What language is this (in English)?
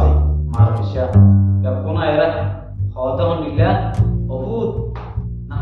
Rohingya